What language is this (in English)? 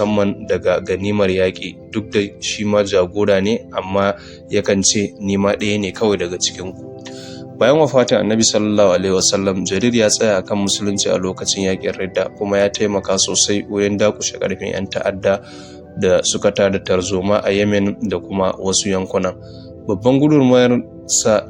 Hausa